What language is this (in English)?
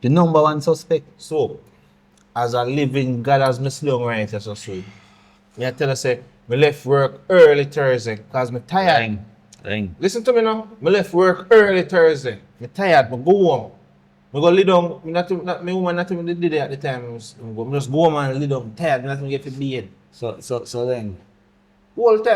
Jamaican Creole English